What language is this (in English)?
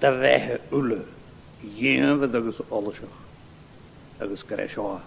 Scottish Gaelic